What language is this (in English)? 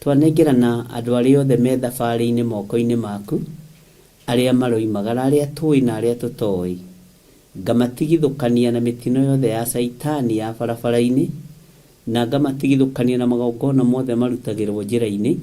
Kikuyu